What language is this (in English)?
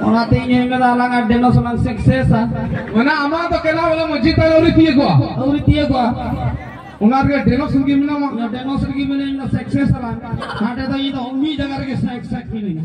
Santali